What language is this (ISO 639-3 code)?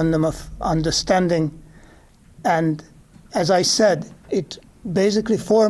tsn